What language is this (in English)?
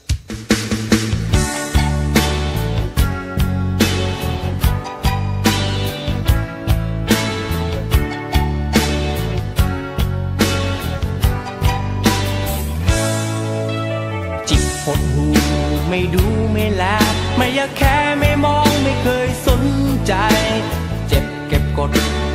Thai